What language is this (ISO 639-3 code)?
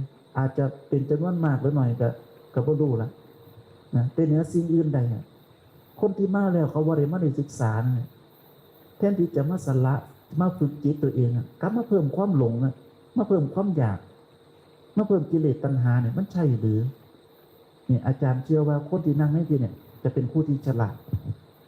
tts